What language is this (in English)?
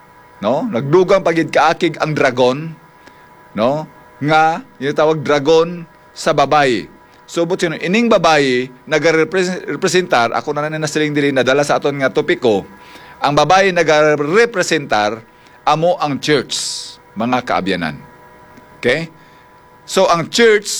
Hiligaynon